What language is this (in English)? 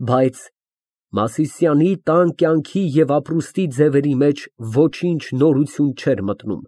Armenian